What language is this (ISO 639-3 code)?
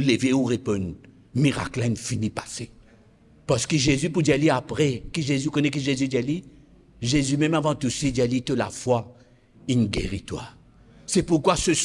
mfe